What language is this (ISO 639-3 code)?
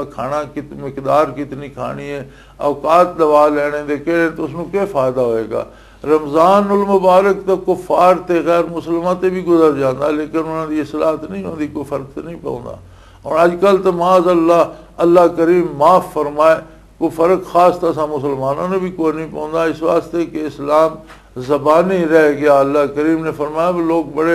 lah